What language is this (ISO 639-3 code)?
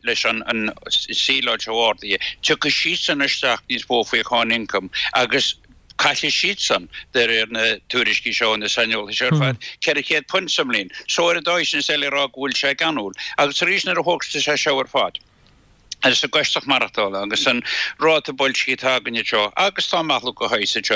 gle